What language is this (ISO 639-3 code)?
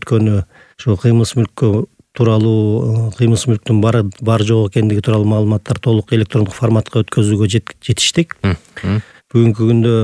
kir